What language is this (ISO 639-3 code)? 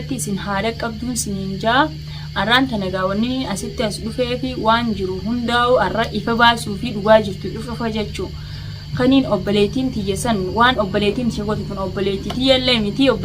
orm